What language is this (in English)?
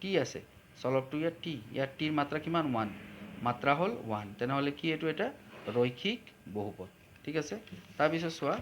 Assamese